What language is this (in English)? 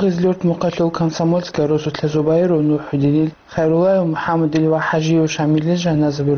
Avaric